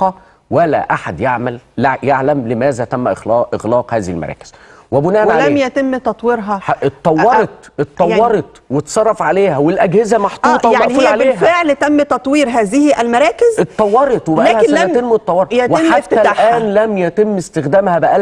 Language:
Egyptian Arabic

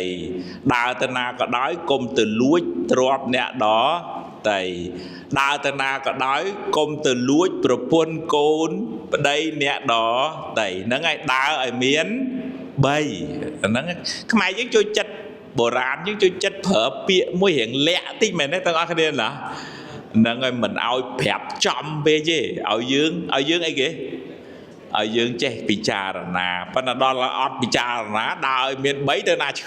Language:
Khmer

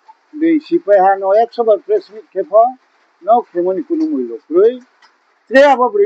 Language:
Riang (India)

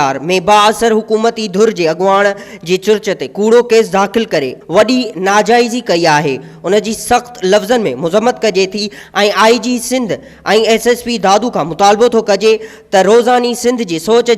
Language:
Sindhi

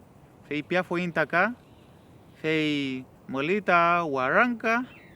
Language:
Mapuche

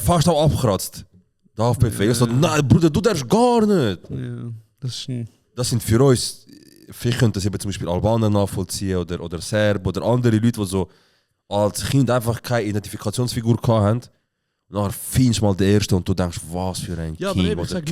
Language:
Swiss German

